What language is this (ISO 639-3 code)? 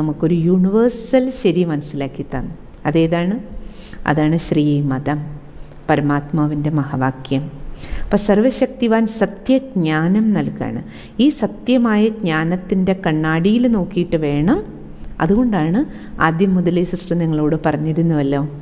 mal